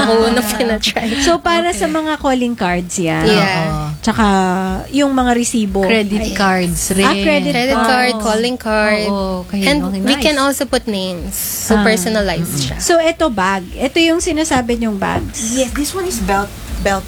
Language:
Filipino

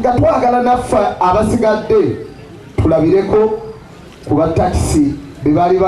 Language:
Ganda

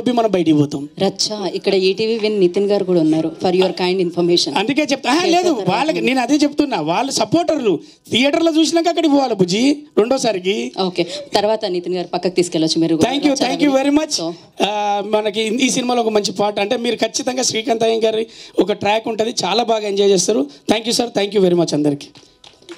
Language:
Telugu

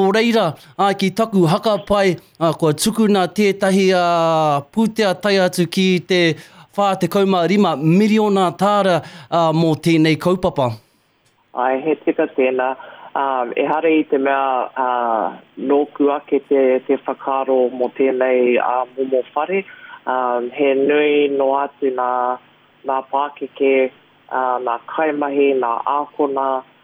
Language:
Māori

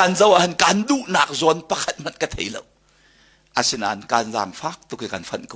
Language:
Hakha Chin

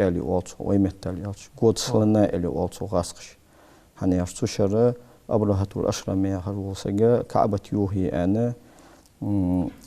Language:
Ingush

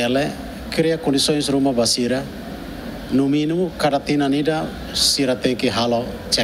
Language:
Tetum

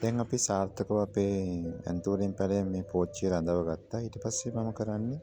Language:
Sinhala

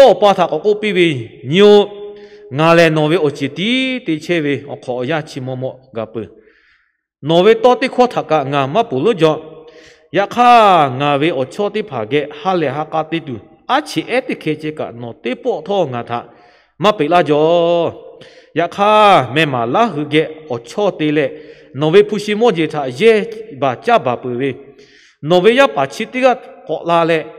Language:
Lahu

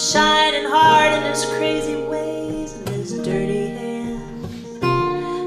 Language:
English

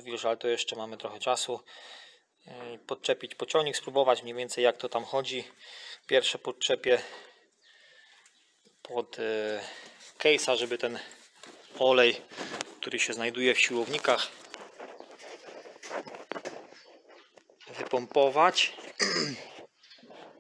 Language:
Polish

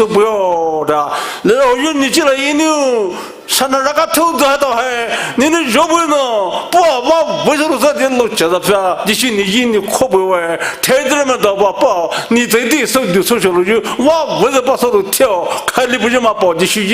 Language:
Poumei Naga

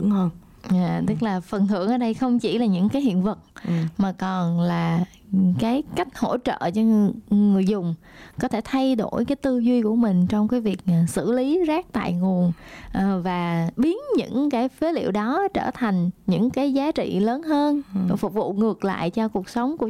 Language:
Vietnamese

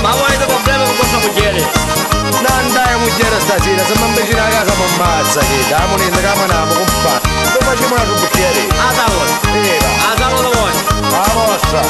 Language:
Sicilian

